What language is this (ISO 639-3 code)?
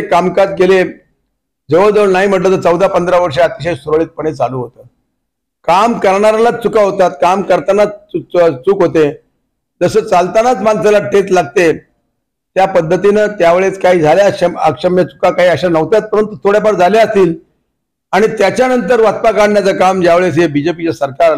mar